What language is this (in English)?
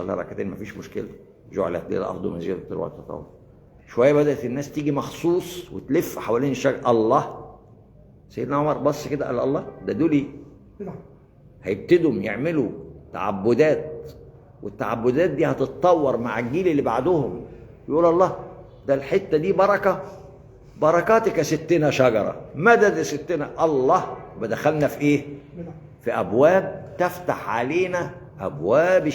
Egyptian Arabic